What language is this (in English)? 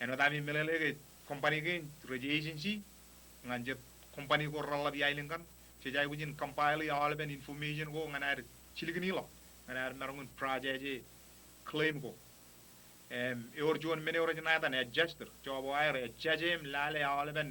Marshallese